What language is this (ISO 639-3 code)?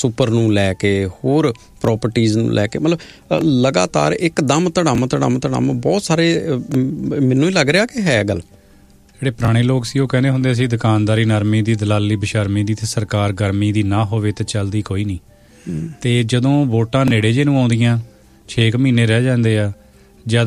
pan